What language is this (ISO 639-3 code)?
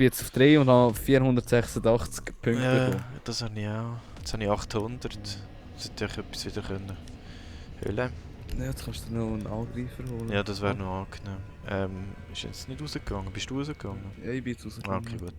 gsw